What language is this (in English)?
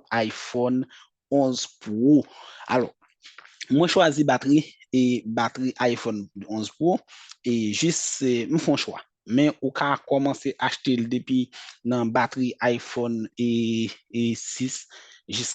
Haitian Creole